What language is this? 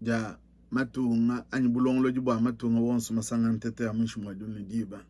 Luba-Lulua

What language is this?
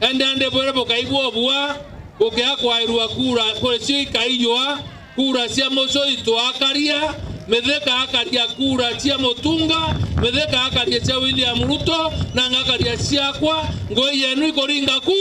Meru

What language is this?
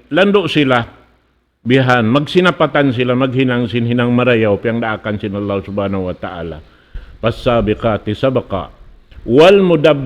Tausug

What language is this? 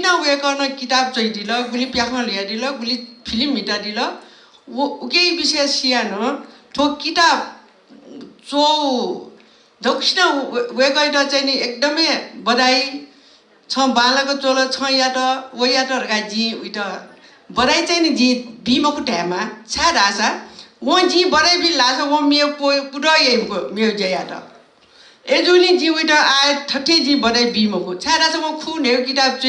Newari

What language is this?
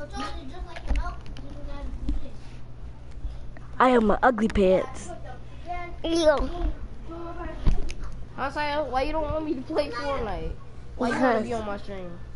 English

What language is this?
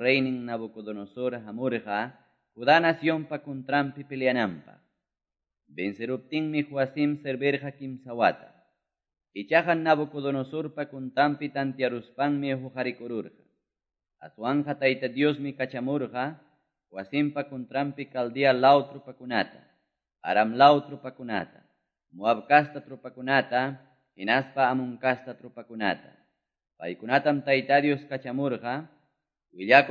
Quechua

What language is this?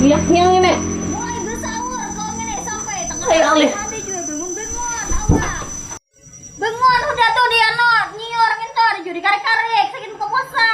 Banjar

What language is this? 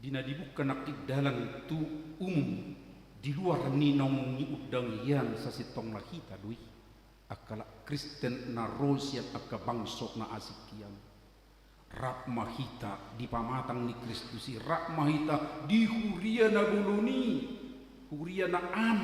Batak Toba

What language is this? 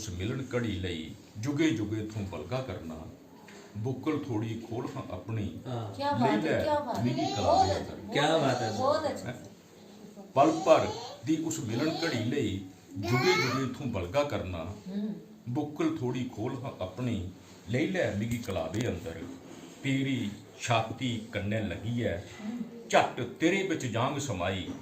Dogri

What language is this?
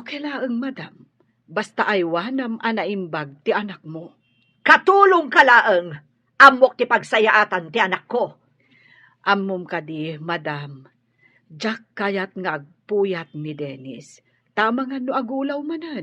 Iloko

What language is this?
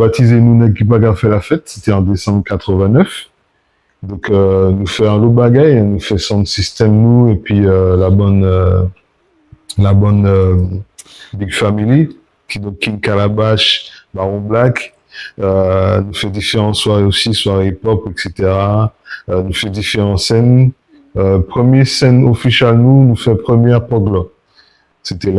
Guadeloupean Creole French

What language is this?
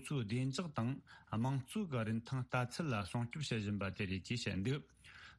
Tibetan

